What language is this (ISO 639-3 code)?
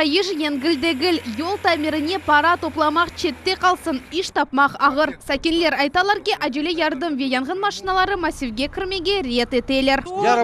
crh